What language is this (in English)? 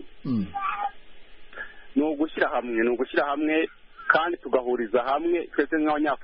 Kinyarwanda